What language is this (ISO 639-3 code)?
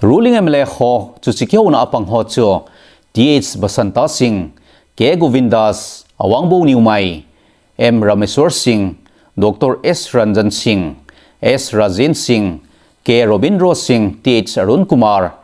tcz